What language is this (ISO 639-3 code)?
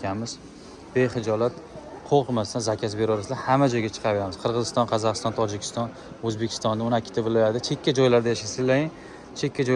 uzb